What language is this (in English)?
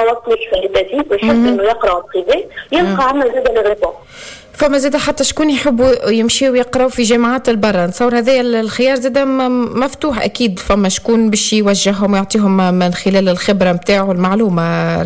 Tunisian Arabic